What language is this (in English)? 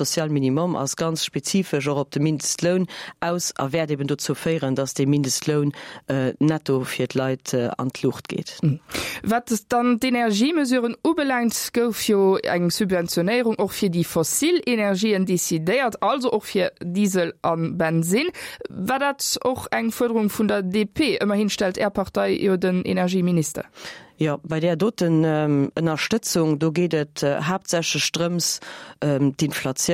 Luxembourgish